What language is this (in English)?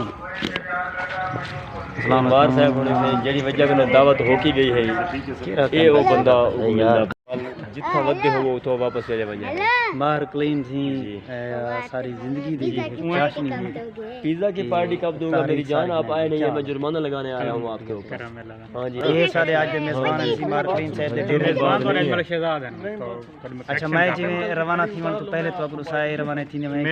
Saraiki